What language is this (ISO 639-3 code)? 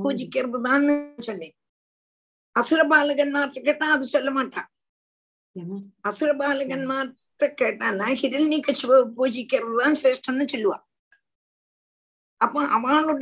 tam